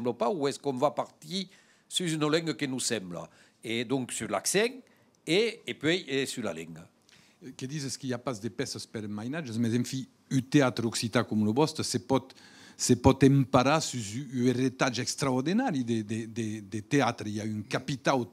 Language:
Occitan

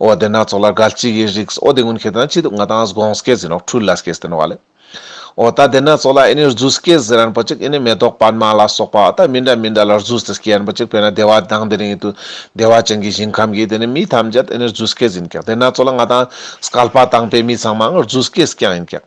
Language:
Ladakhi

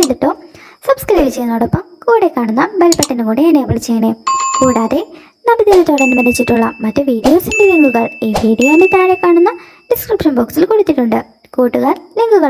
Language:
Malayalam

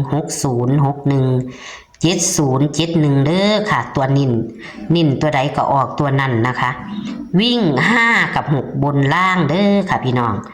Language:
Northeastern Thai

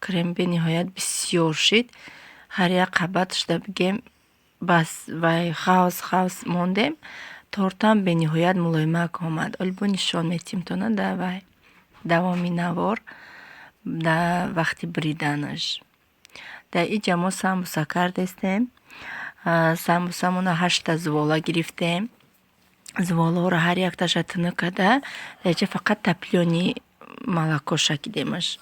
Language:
Tajik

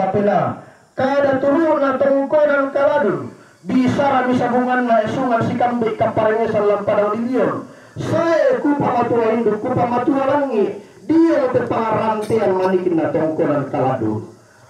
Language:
Toraja-Sa'dan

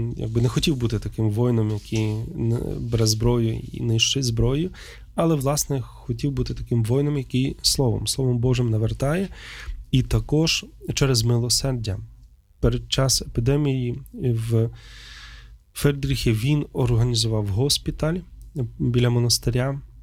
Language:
Ukrainian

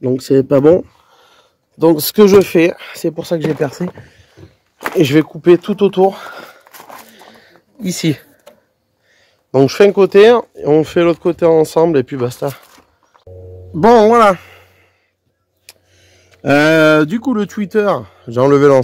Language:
French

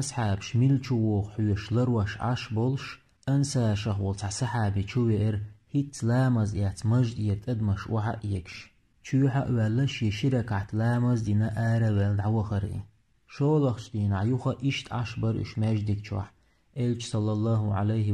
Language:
Chechen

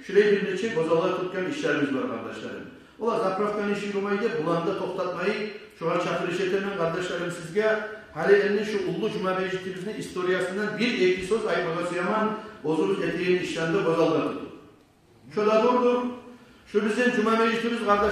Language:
Kumyk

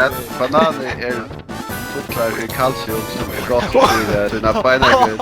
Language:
Faroese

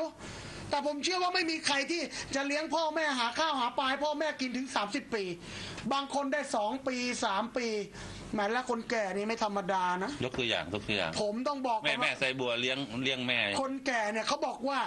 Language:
Thai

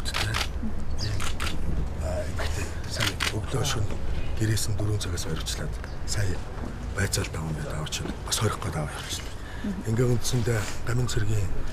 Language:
Mongolian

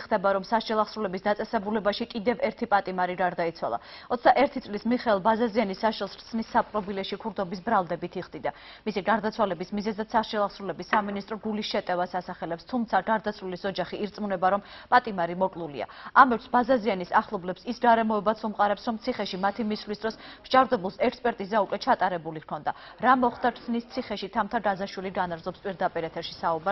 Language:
Georgian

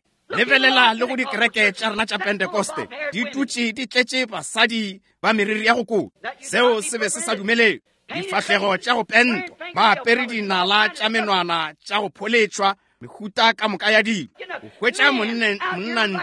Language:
Northern Sotho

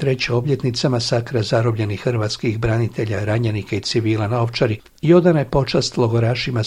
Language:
Croatian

